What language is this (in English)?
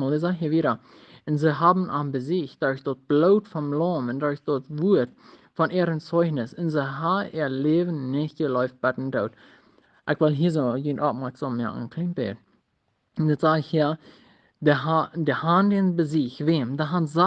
Plautdietsch